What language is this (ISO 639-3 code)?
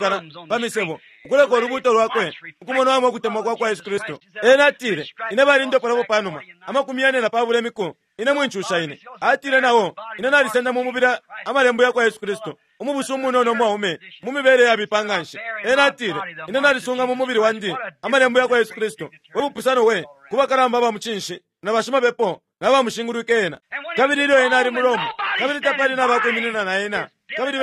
bem